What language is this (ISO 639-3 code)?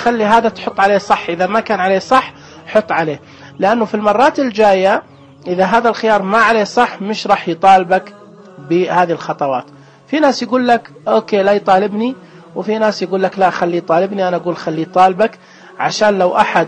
ars